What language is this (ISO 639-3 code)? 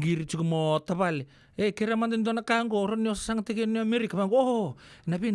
fij